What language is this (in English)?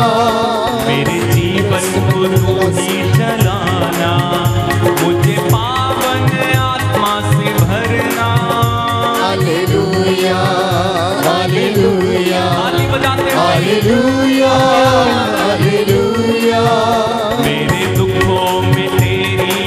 Hindi